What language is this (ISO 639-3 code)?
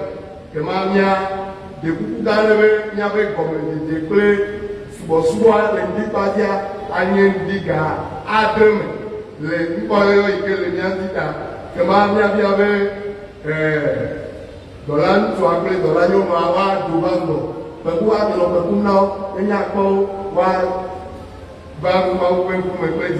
ewe